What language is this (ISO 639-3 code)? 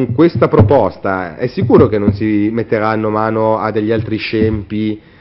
ita